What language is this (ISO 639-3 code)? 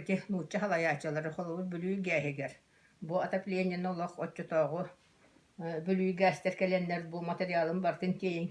sah